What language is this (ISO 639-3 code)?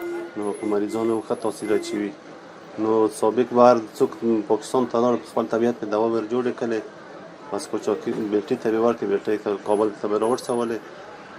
pus